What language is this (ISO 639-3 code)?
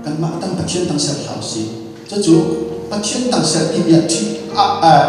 cnh